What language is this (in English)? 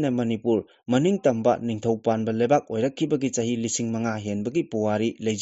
Manipuri